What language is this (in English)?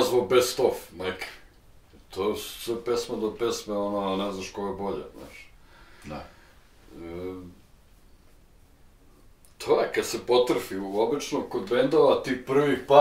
Serbian